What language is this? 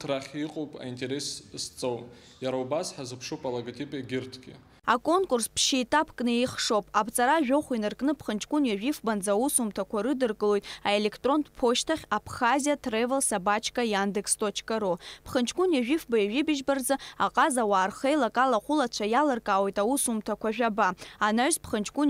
Abkhazian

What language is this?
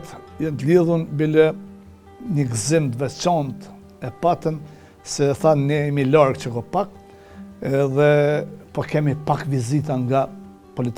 Albanian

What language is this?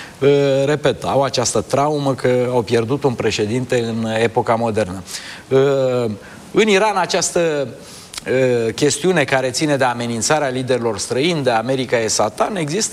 Romanian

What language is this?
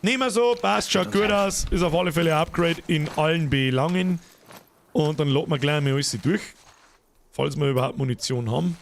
Bavarian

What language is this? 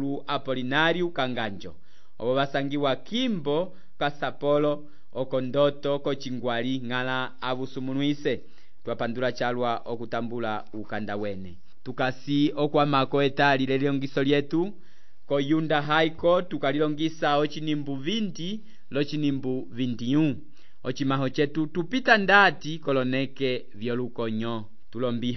Umbundu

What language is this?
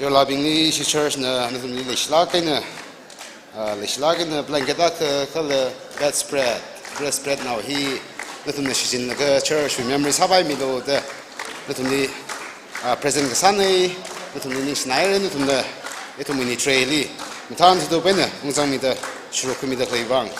Tangkhul Naga (India)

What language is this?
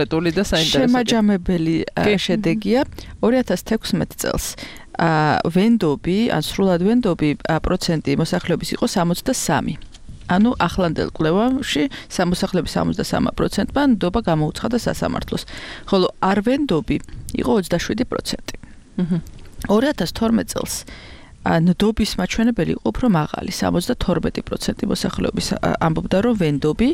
Georgian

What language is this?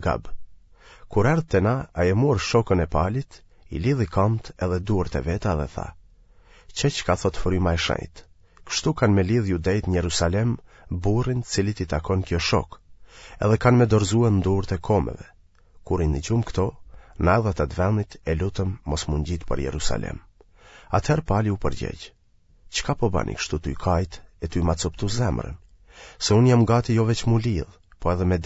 Albanian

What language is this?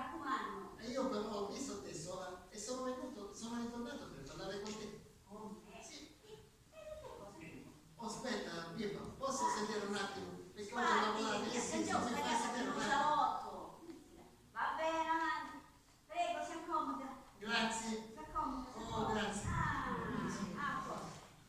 Sicilian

